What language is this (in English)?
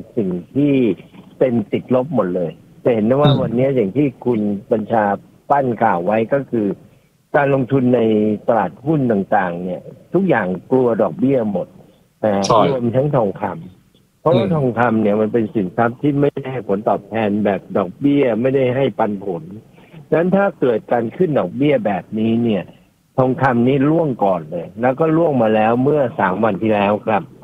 Thai